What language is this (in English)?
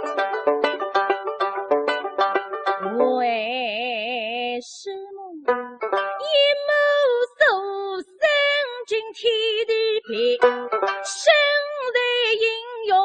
Wu Chinese